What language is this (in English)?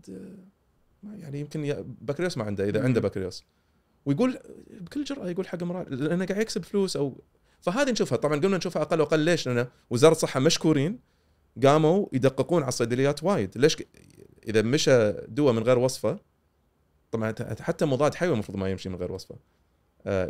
Gulf Arabic